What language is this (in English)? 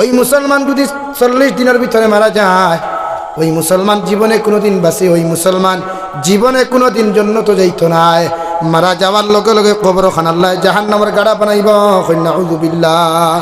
Sylheti